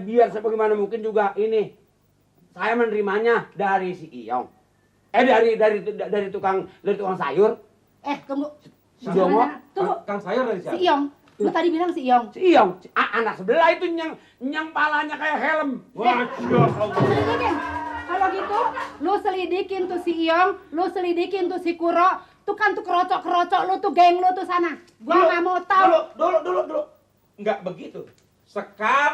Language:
Betawi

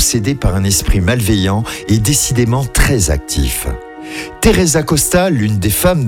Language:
French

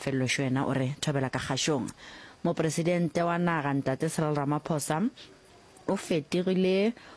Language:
Northern Sotho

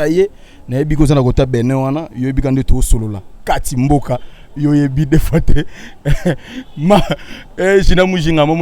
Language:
Lingala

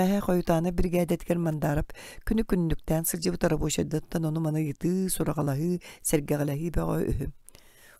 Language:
Yakut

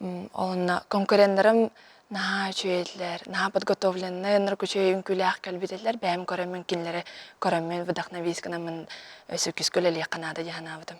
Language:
Yakut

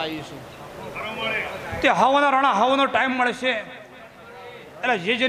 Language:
Gujarati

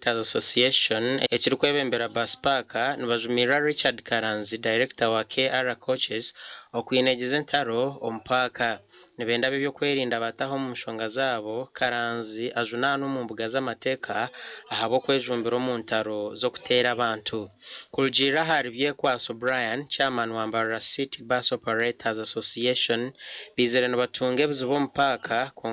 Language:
Nyankole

